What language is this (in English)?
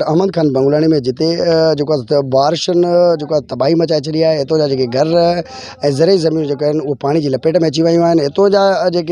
Sindhi